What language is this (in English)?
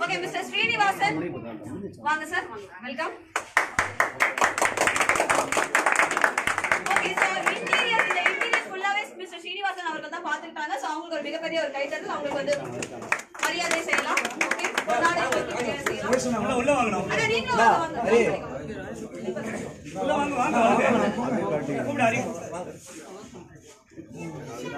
Tamil